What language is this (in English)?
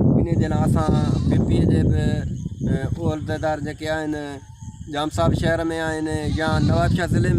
Sindhi